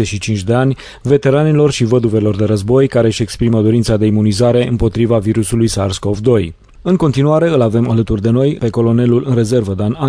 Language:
Romanian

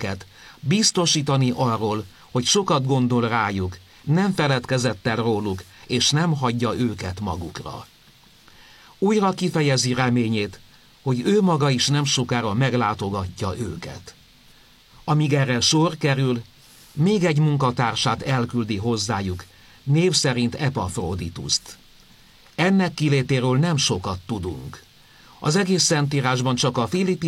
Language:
Hungarian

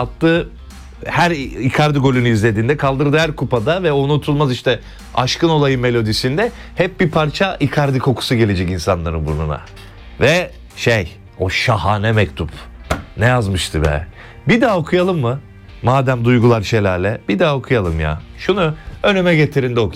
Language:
Turkish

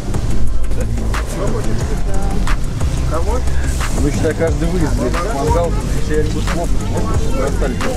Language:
Russian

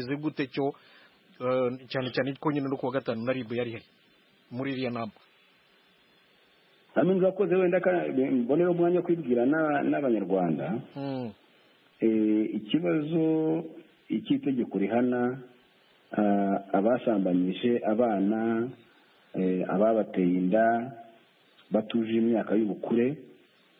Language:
Kinyarwanda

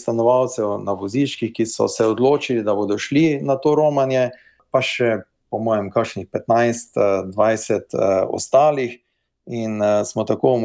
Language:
Slovenian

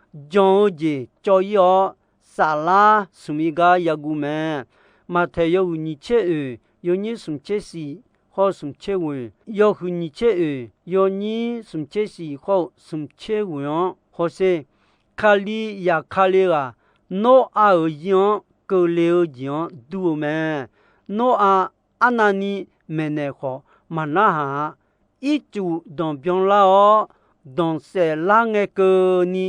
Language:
Akha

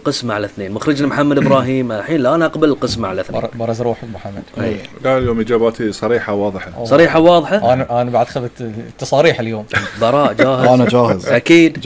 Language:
Gulf Arabic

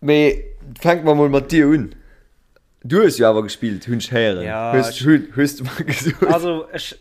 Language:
Luxembourgish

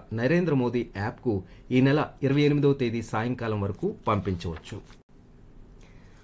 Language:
Telugu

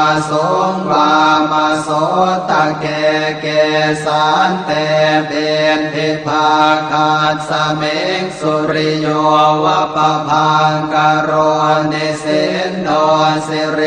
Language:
Pali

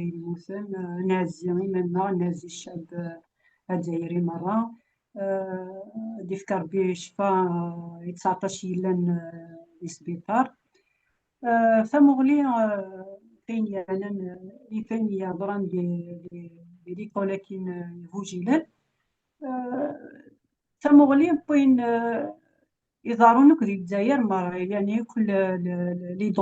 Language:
Kabyle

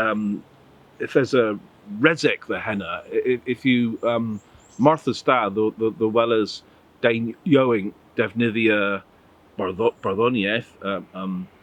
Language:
Cornish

